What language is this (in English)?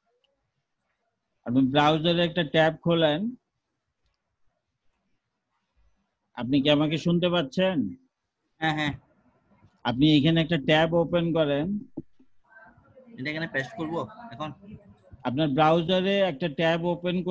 Bangla